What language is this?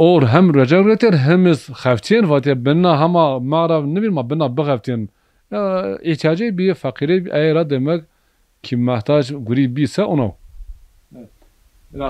Zaza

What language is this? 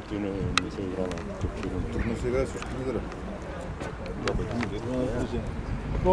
Bulgarian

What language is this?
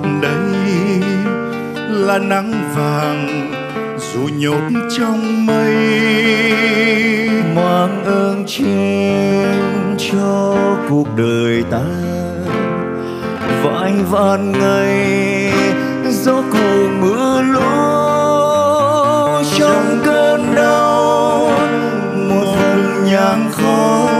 Vietnamese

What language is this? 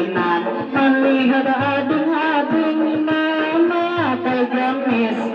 Banjar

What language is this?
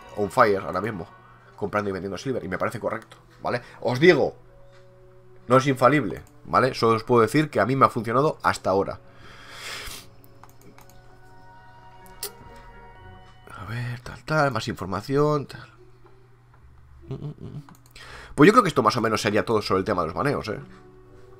Spanish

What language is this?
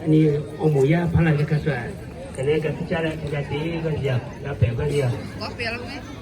Lahu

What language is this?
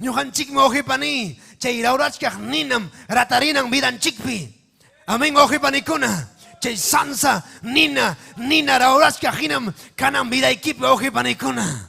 Ayacucho Quechua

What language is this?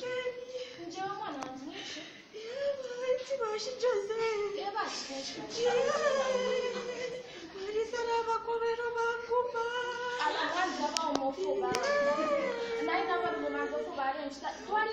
Bemba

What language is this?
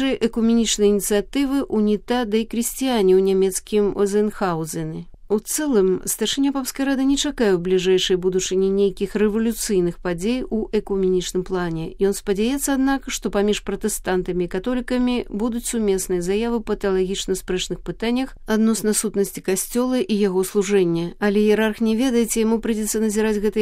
Belarusian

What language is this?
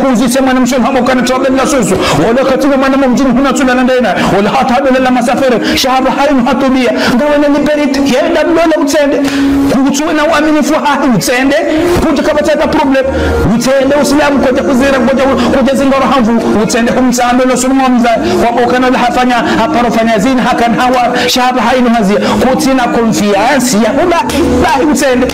Ngazidja Comorian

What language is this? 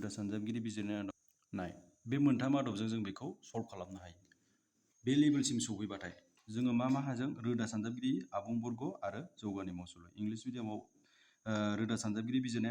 Bodo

